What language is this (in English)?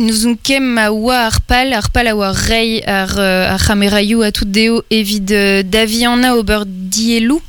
Breton